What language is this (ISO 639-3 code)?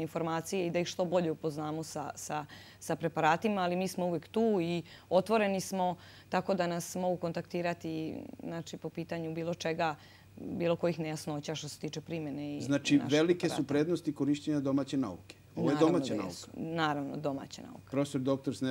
srp